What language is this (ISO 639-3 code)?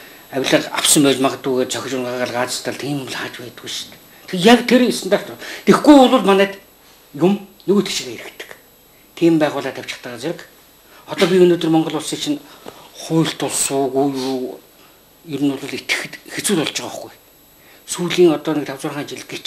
mon